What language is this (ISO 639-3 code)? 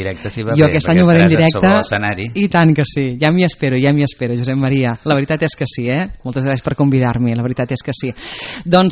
cat